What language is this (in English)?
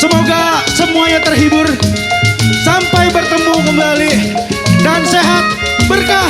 Betawi